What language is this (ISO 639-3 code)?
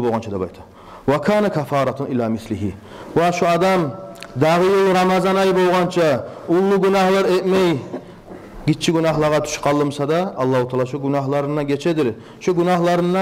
kum